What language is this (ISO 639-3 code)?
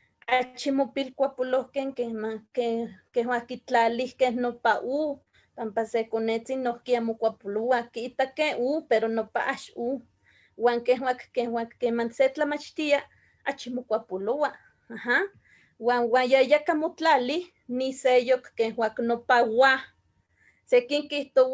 nhe